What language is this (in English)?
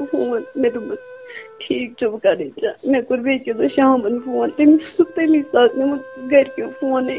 Kashmiri